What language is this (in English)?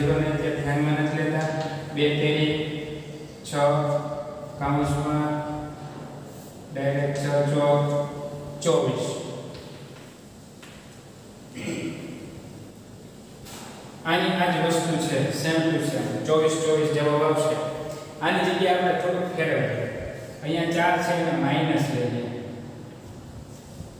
Gujarati